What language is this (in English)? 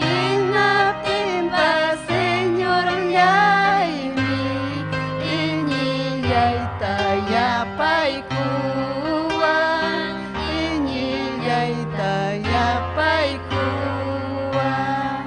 Ayacucho Quechua